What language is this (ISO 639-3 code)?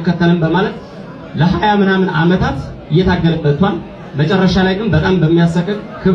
amh